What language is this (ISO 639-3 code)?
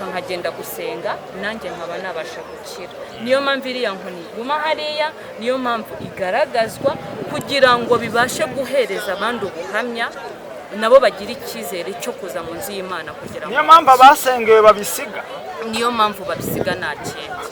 kin